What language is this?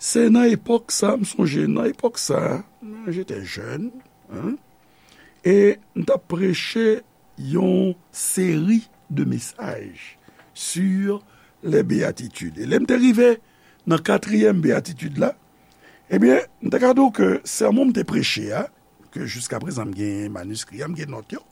Haitian Creole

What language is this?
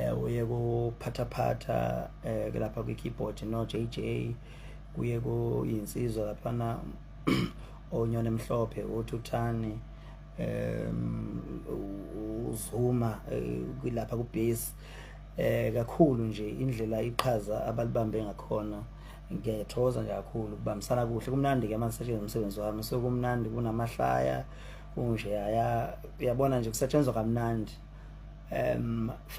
Zulu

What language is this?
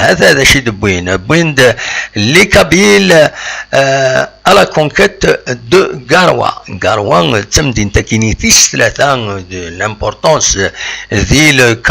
Kabyle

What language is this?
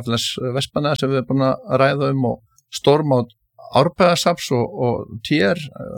Icelandic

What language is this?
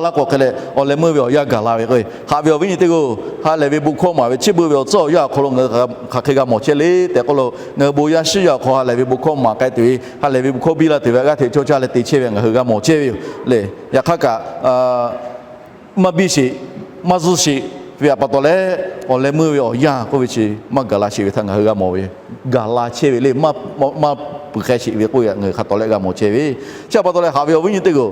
Lahu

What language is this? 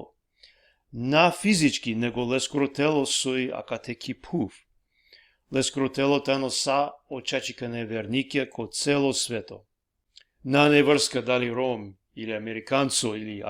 Balkan Romani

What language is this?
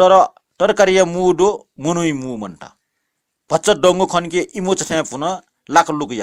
Newari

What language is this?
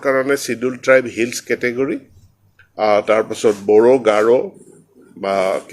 Assamese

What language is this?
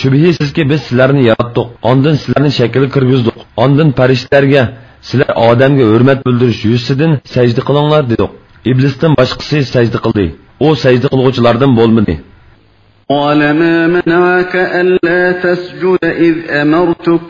Uyghur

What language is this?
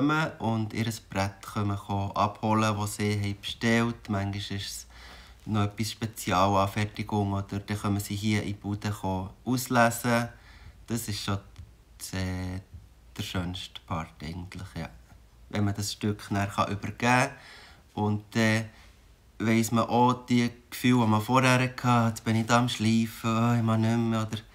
Swiss German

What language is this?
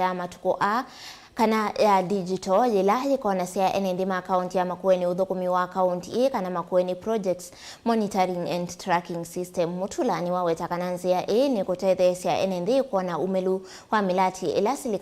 Kamba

